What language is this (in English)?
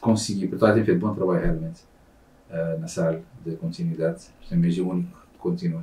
Kabuverdianu